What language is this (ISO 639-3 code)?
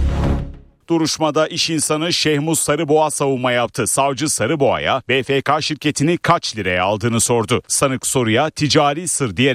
tur